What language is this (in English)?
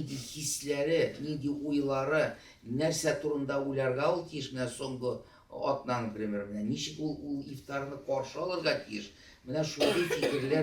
Tatar